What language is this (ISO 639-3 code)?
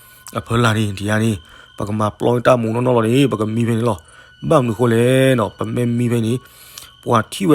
ksw